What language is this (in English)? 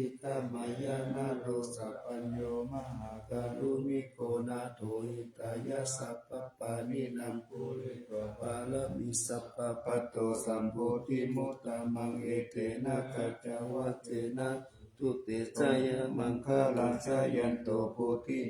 Pali